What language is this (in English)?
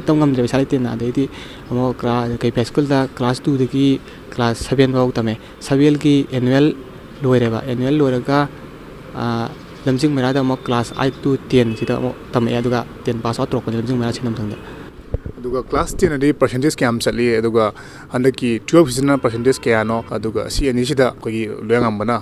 Manipuri